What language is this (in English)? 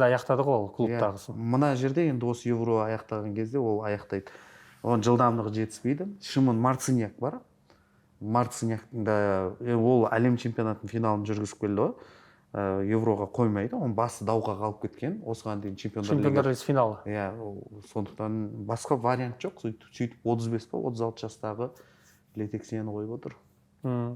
Kazakh